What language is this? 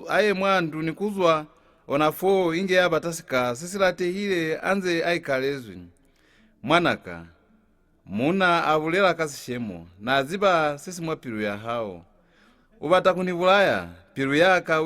Lozi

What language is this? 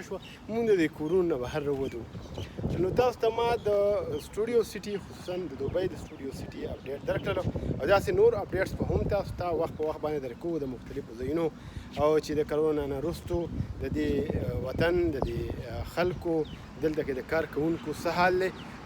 Pashto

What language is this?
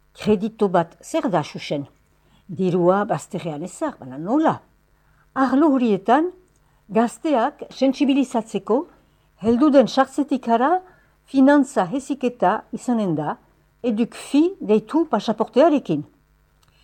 Basque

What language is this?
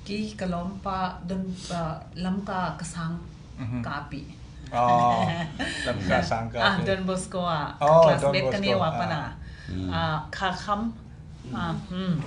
Tedim Chin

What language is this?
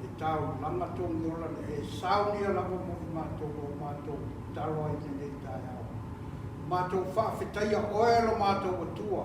Samoan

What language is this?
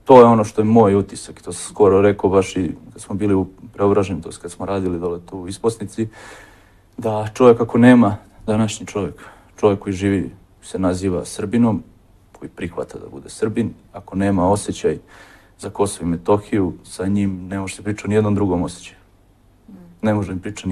Serbian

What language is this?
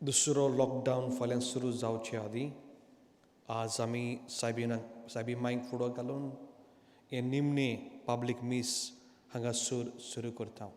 Konkani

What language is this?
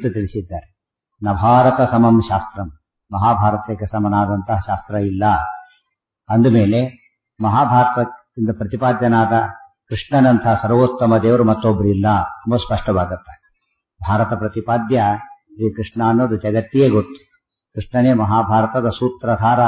Kannada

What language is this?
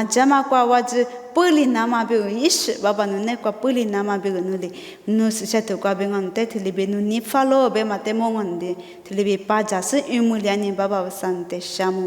Lisu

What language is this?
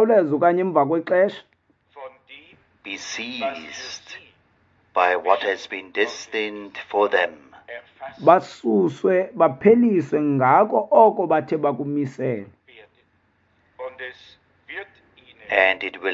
Xhosa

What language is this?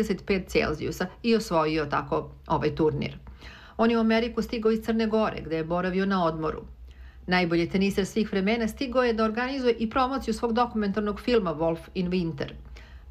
Serbian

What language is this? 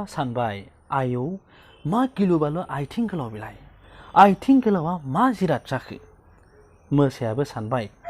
Bodo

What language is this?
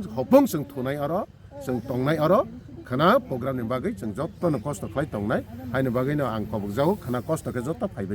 Kok Borok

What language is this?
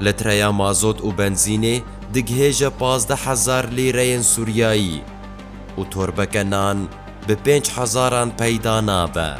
Kurdish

